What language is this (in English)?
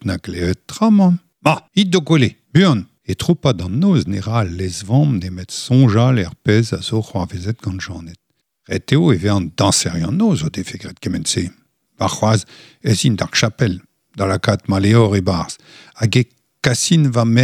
Breton